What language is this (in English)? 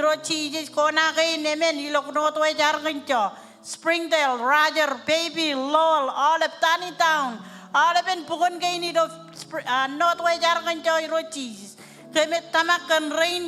Marshallese